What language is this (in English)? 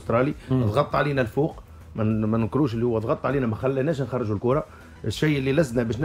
Tunisian Arabic